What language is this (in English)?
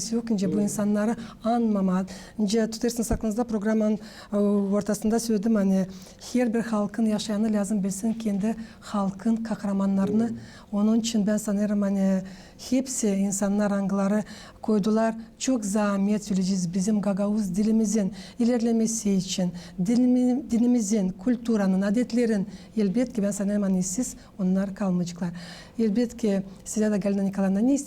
Gagauz